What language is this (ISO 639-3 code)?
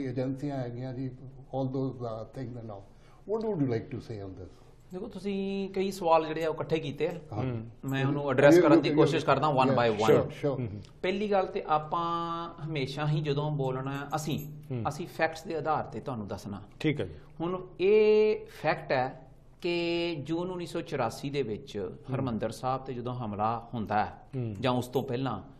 pan